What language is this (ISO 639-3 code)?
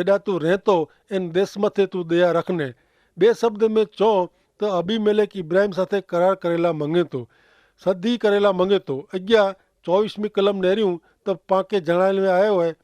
kfr